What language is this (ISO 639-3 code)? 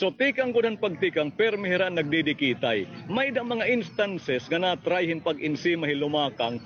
war